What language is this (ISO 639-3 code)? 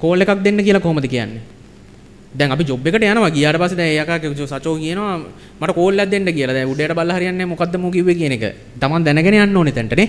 sin